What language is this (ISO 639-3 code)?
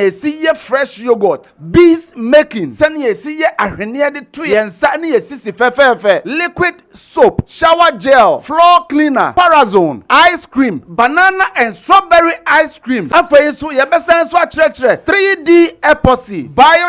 aka